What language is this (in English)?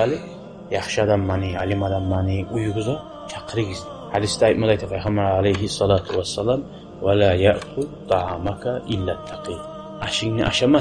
Kumyk